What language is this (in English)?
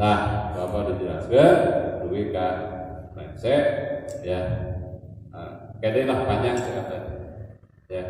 Sundanese